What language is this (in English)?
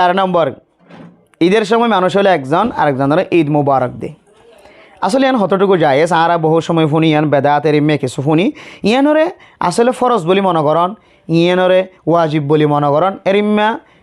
Rohingya